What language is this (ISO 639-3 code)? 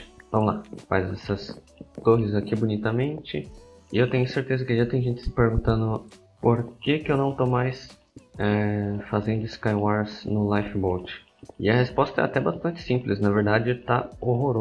por